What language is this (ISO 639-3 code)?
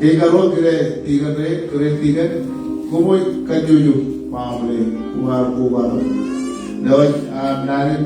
mah